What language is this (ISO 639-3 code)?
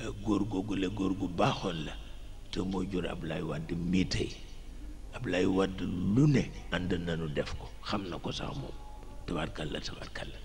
wol